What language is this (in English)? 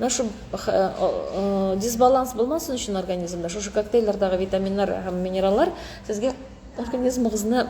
Tatar